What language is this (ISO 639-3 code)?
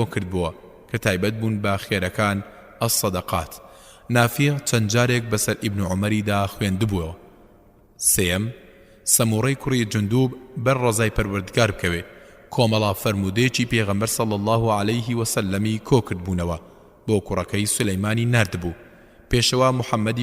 ckb